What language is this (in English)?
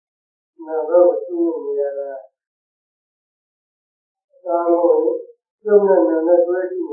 Burmese